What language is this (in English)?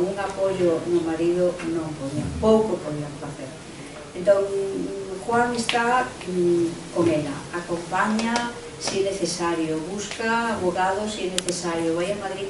Galician